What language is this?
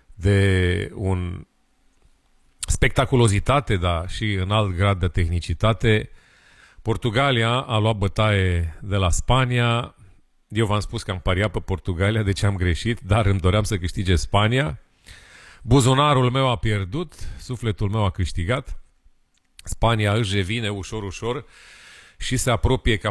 Romanian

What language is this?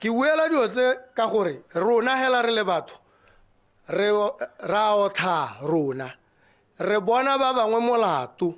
Tswana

